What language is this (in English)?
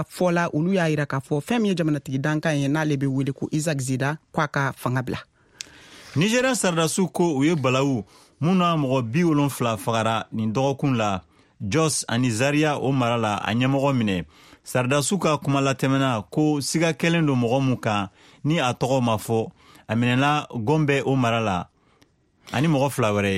Bambara